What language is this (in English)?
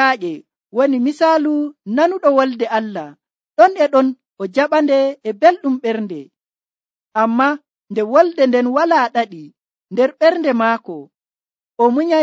Nigerian Fulfulde